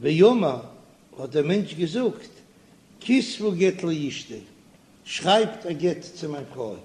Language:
Yiddish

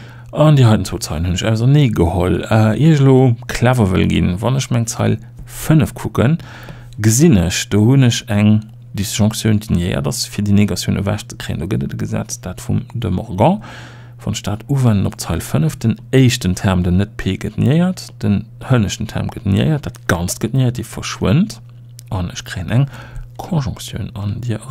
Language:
Luxembourgish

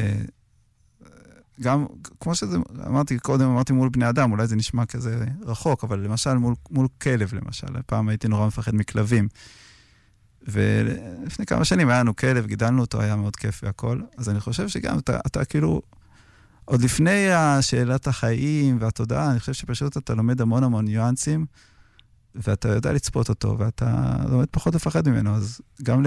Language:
Hebrew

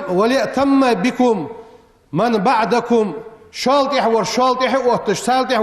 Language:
Ingush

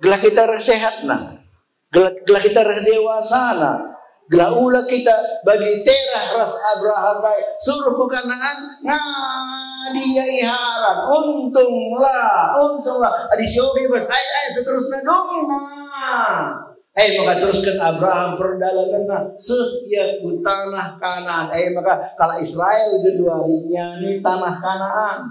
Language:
Batak Karo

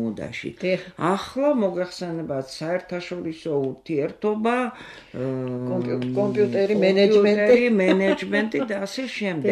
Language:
Georgian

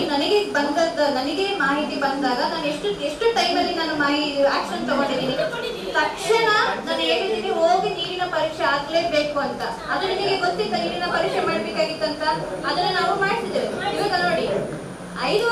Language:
Kannada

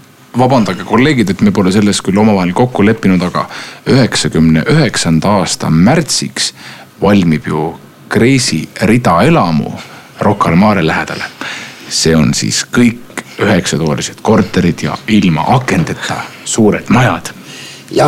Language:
Estonian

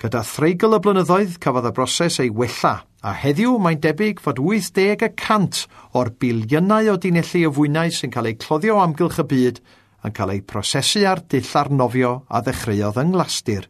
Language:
Welsh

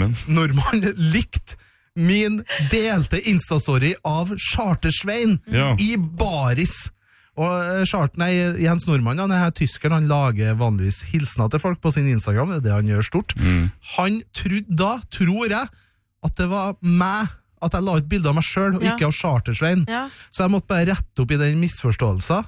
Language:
Norwegian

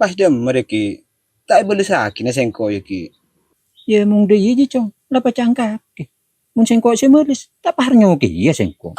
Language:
Madurese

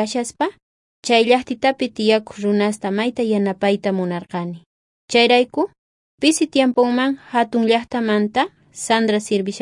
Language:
South Bolivian Quechua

